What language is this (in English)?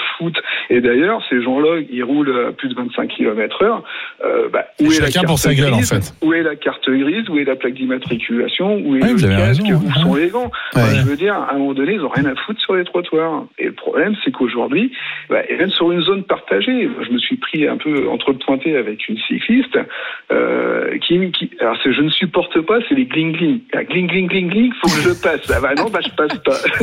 French